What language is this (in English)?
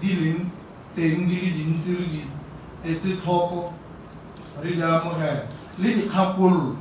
Tswana